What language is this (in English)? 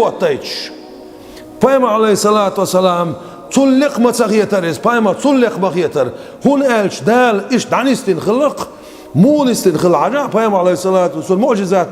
Chechen